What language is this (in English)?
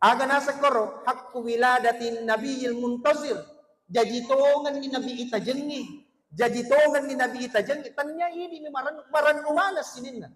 Buginese